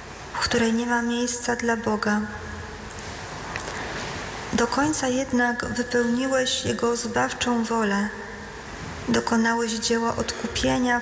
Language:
Polish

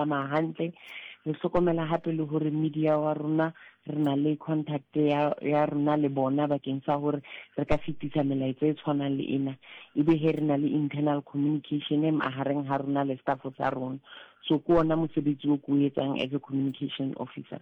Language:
Southern Sotho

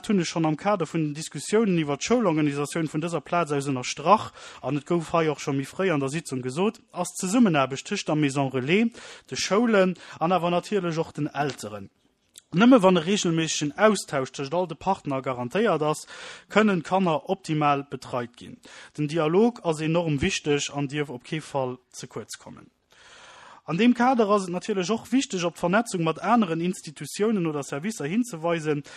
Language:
Luxembourgish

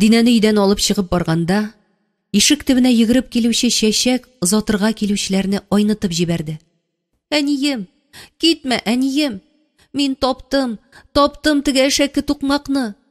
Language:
Tatar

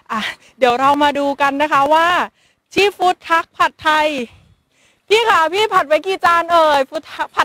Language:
Thai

